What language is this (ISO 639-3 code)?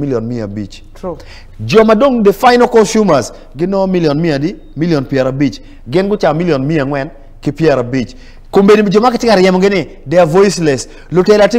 ach